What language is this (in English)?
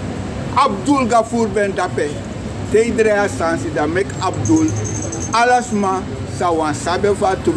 Sranan Tongo